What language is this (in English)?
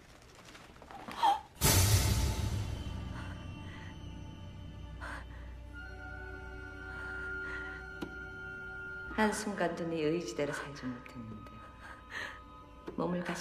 Korean